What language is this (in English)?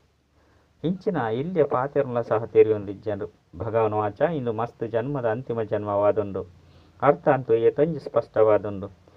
Tulu